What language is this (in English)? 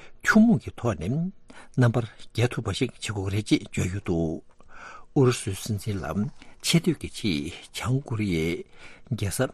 Tibetan